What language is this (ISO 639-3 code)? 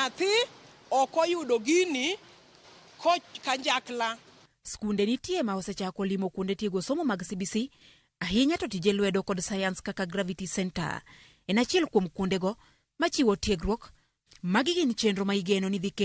luo